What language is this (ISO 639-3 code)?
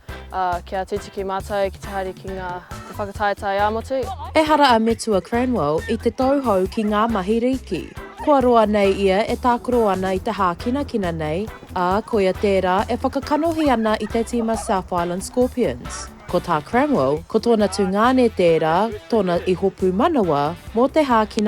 mri